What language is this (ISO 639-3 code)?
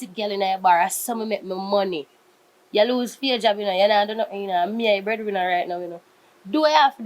jam